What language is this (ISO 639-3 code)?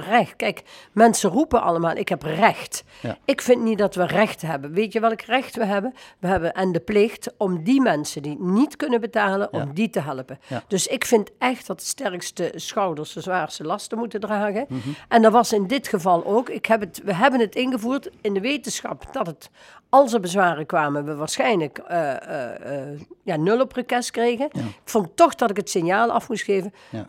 nld